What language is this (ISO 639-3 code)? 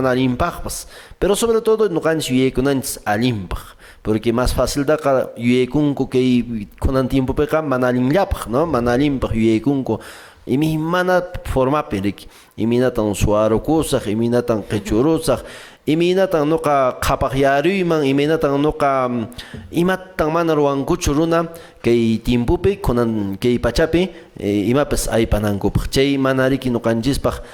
que